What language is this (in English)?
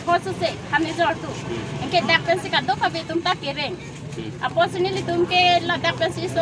Karbi